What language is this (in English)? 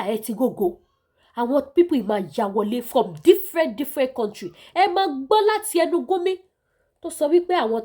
Yoruba